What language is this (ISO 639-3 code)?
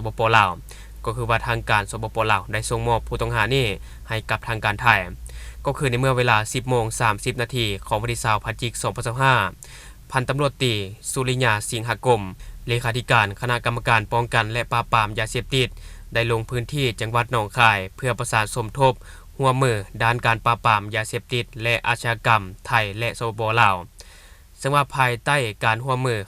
lao